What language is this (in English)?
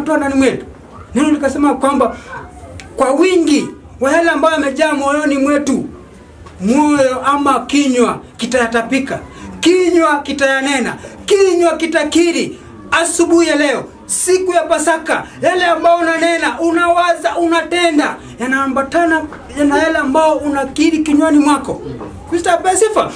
Swahili